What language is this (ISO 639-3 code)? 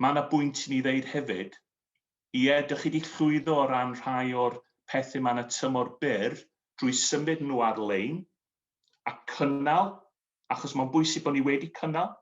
cym